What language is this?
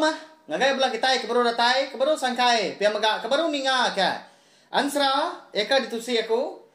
Iban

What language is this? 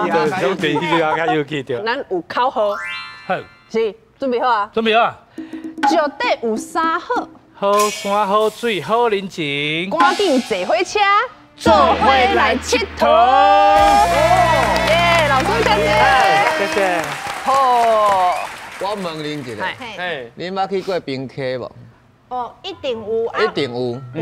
Min Nan Chinese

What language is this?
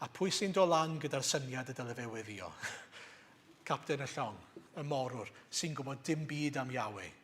Welsh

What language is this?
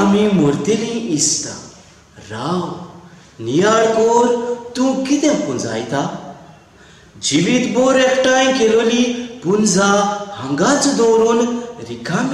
Konkani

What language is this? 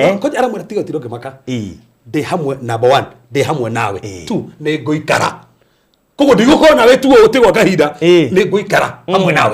Kikuyu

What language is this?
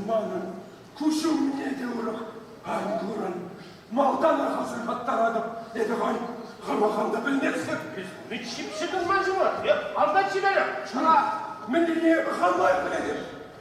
Chuvash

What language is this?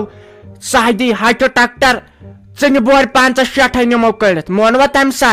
Kashmiri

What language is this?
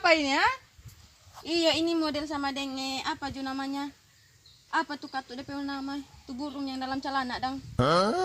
Ambonese Malay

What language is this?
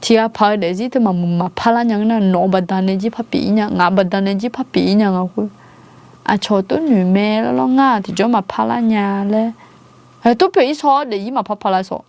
Akha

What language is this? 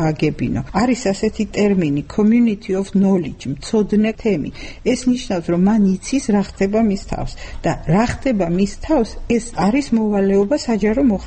Georgian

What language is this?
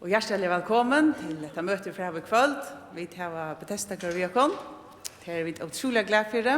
Faroese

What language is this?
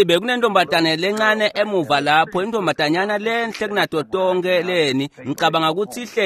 Swati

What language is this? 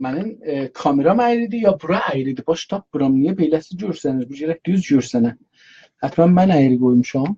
South Azerbaijani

